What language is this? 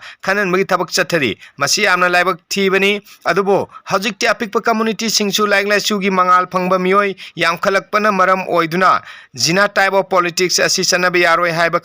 Manipuri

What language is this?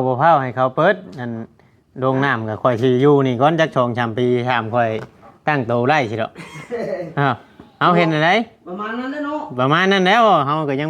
Northeastern Thai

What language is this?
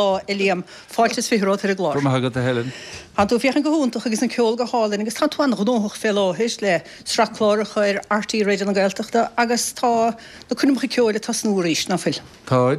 Irish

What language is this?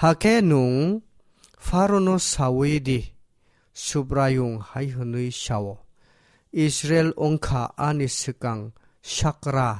Kok Borok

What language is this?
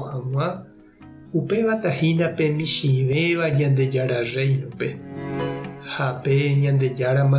Guarani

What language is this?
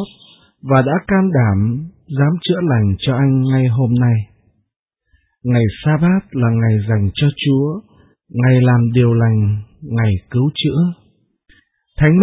Vietnamese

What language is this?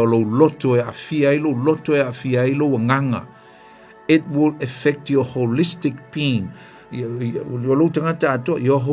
Samoan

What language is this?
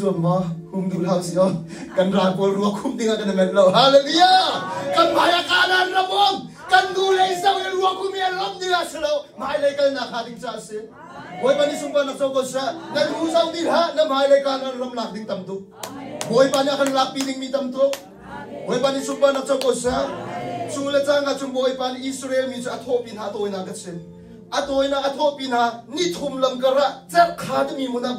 Hakha Chin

